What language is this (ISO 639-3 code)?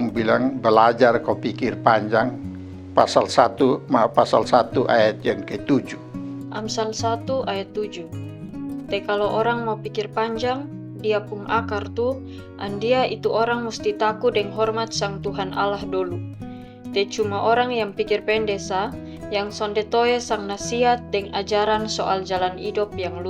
mkn